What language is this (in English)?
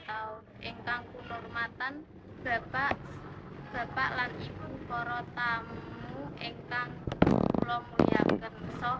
Javanese